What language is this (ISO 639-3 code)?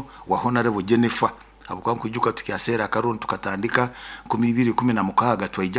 nyo